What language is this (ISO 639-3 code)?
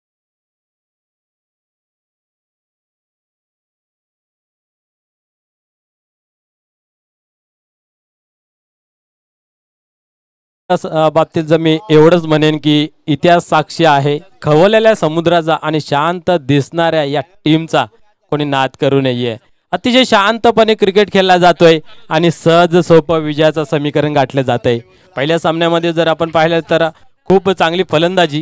mar